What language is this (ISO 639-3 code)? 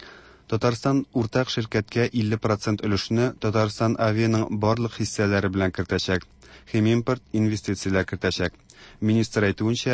tat